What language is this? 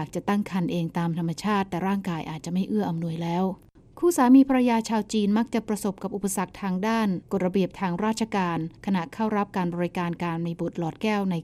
Thai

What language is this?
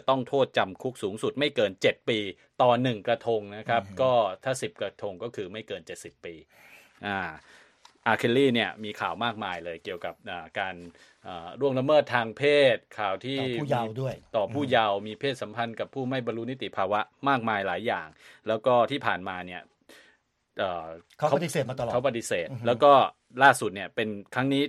Thai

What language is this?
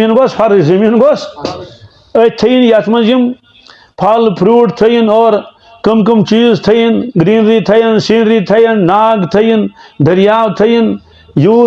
Kashmiri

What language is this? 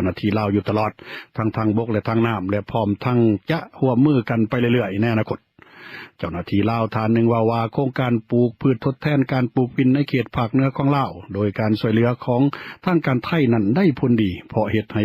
Lao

